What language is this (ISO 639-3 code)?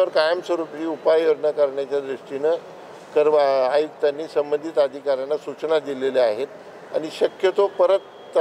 mar